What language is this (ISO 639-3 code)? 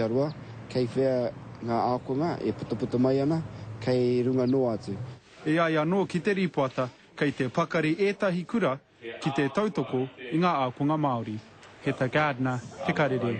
mri